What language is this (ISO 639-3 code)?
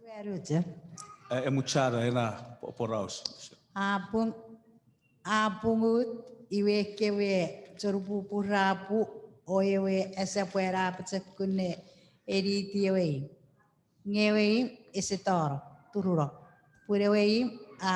chk